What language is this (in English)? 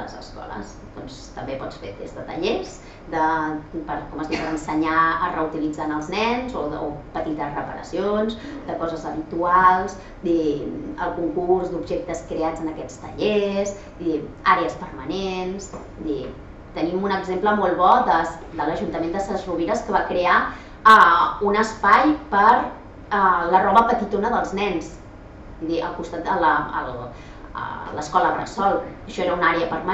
Catalan